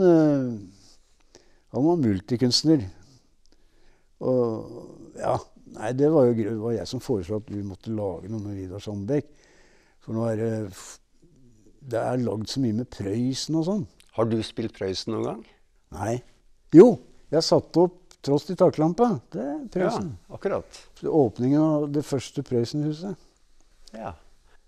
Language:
Norwegian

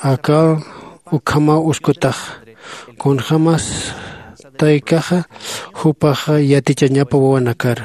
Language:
Aymara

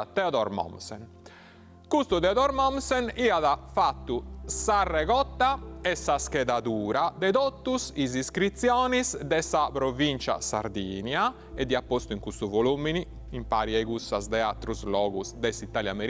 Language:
Sardinian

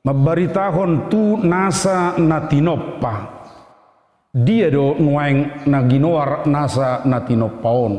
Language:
Batak Toba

